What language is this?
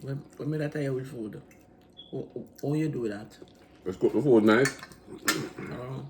Jamaican Creole English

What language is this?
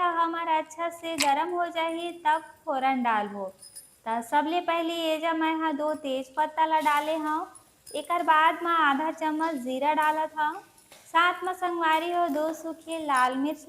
Chhattisgarhi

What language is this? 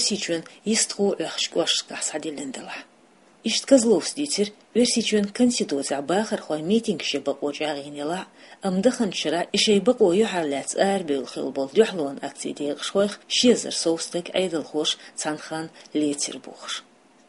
Chechen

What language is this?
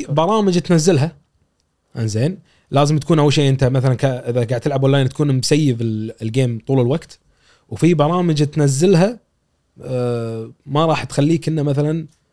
Gulf Arabic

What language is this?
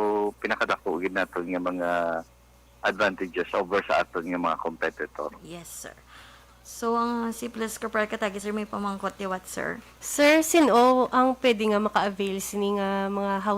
Hiligaynon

